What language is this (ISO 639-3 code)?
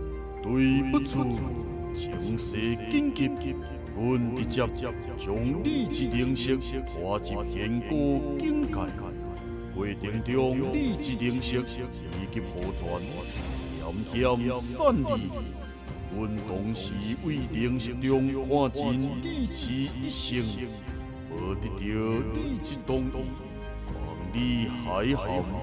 nan